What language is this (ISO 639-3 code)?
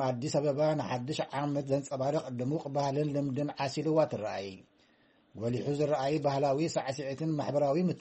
tir